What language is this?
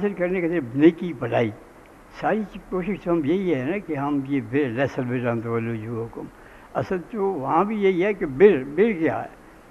Urdu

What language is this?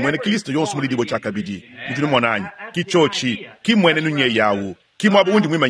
Luba-Lulua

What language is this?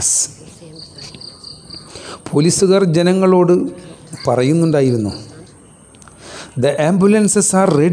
Malayalam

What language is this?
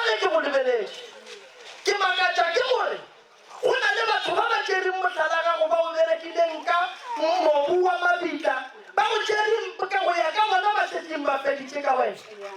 Northern Sotho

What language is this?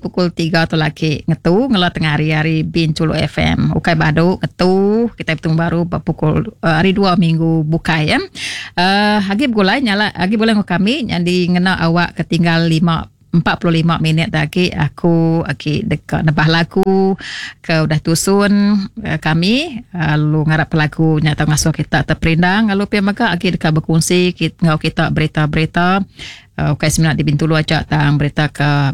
Iban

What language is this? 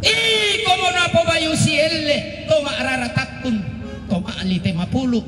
Toraja-Sa'dan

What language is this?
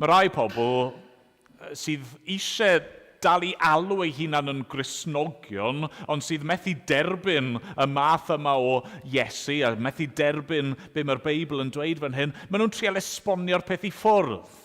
Welsh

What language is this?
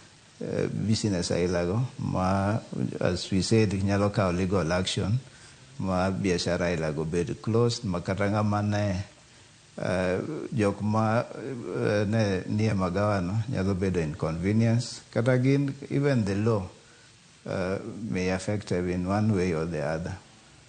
Luo (Kenya and Tanzania)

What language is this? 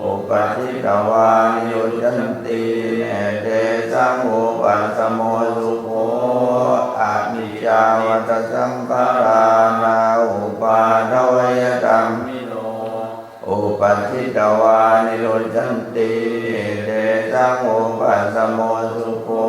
Pali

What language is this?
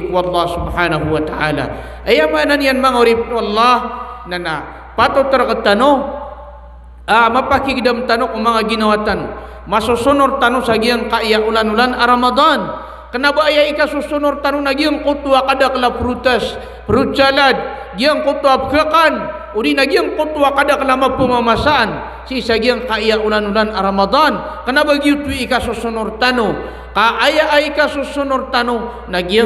Maranao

